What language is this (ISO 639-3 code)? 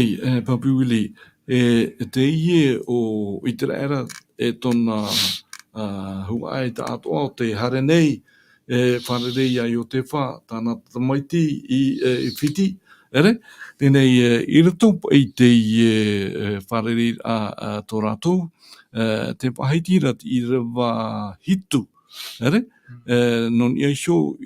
tah